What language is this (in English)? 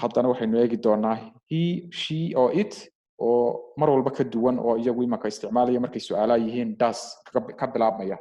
Somali